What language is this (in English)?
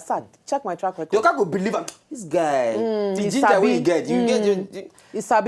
Nigerian Pidgin